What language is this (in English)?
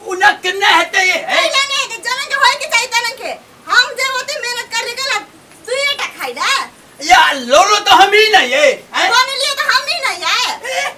Maithili